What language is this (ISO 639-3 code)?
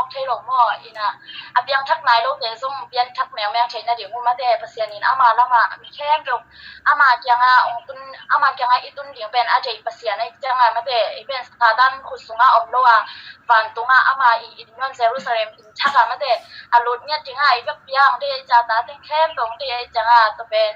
ctd